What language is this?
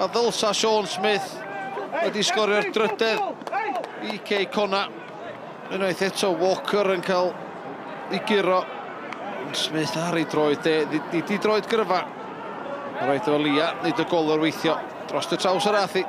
Welsh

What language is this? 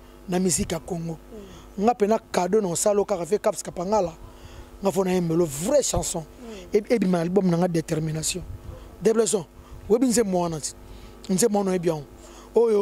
Lingala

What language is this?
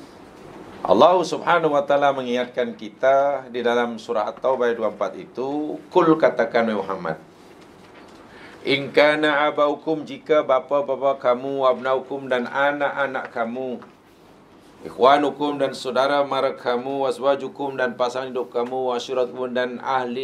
Malay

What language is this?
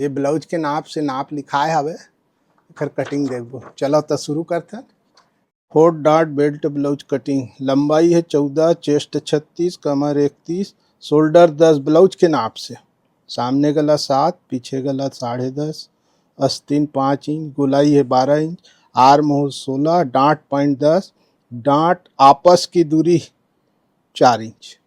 Chhattisgarhi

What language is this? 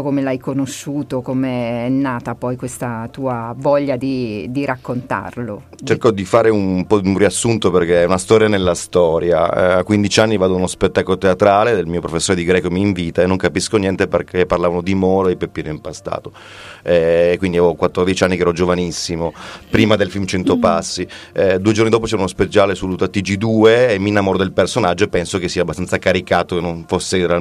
Italian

